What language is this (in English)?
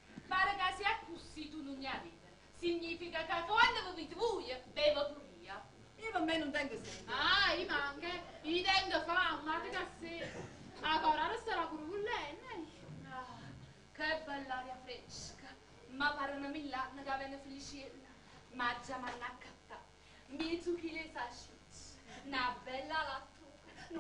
Neapolitan